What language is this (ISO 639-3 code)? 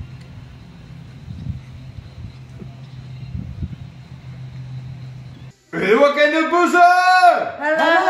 nld